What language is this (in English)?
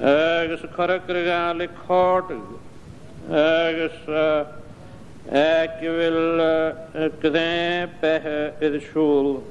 Scottish Gaelic